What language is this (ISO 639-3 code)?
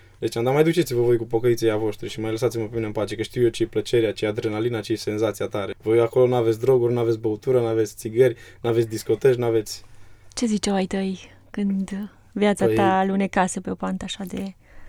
ron